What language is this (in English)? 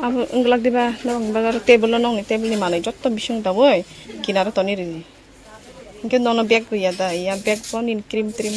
Kok Borok